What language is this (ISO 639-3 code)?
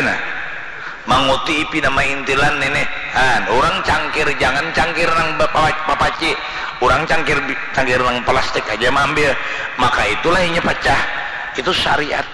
bjn